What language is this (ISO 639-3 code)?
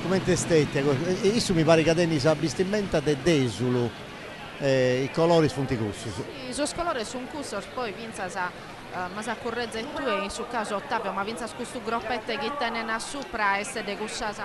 srd